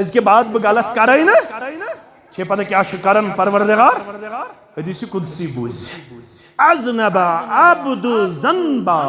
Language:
Kashmiri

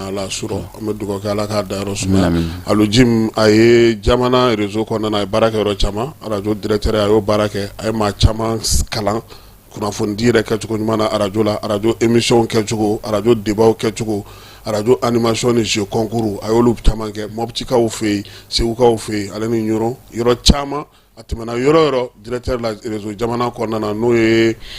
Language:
Bambara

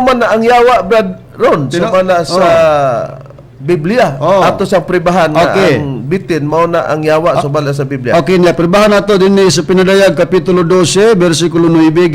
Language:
Cebuano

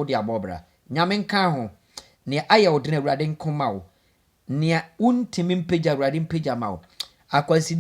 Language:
Akan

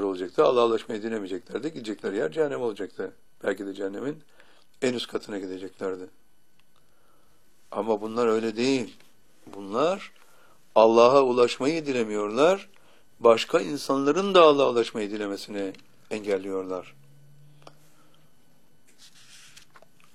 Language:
Turkish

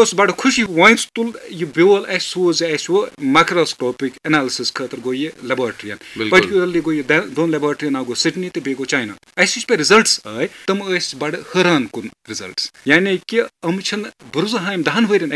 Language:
Kashmiri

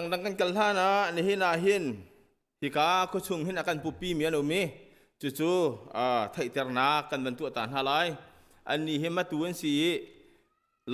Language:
Hakha Chin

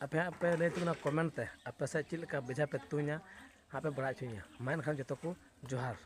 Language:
Santali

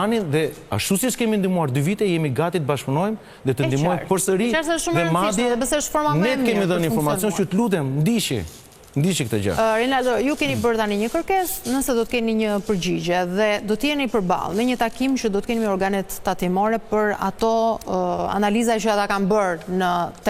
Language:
Albanian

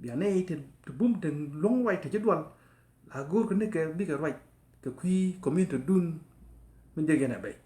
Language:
Nuer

